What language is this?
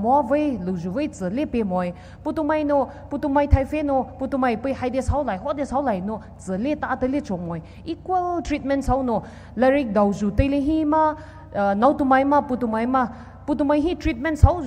Poumei Naga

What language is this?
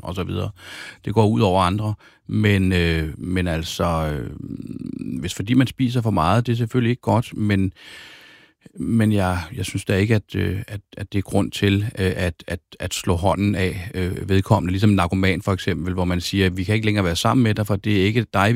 Danish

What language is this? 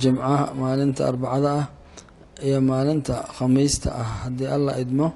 Somali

